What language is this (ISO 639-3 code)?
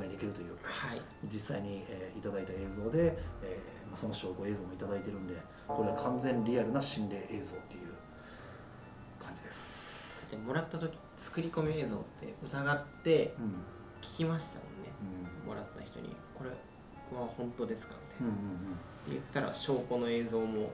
jpn